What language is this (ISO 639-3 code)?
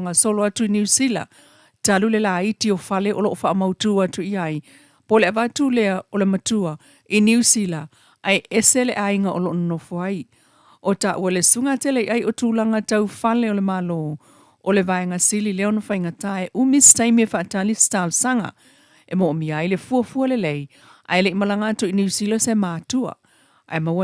smo